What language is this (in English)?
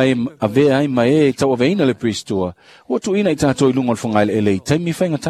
Samoan